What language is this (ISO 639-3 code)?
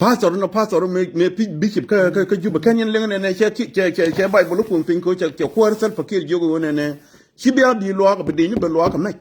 nus